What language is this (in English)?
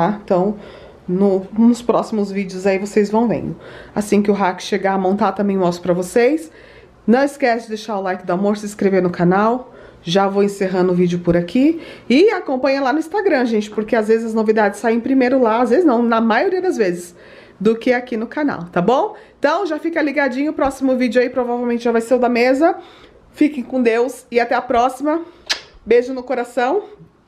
Portuguese